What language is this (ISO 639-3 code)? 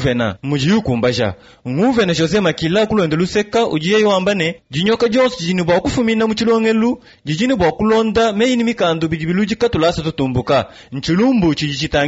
lua